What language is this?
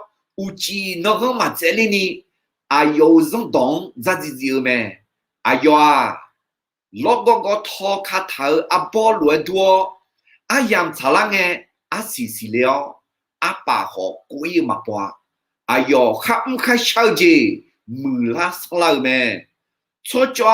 Akha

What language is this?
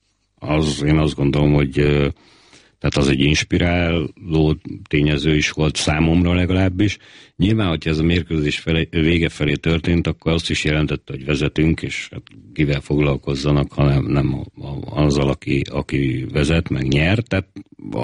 Hungarian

